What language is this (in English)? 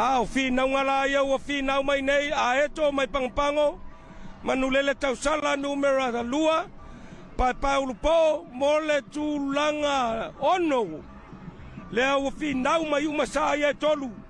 Samoan